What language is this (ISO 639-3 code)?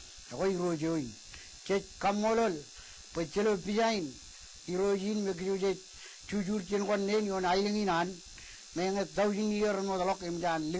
mah